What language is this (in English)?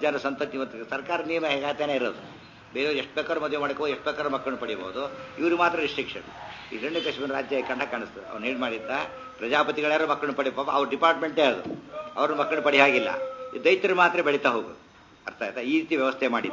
Kannada